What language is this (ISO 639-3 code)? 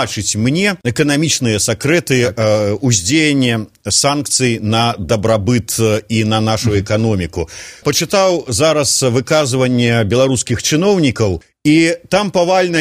bel